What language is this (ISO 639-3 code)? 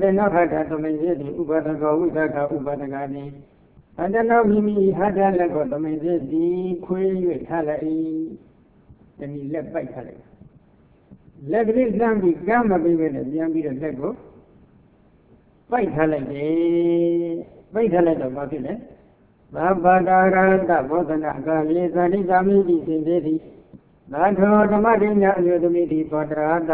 mya